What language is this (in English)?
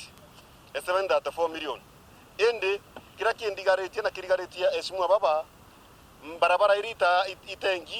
Meru